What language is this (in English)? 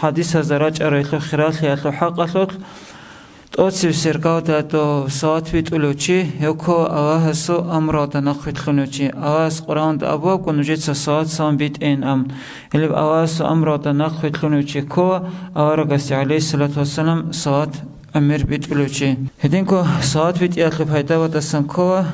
Avaric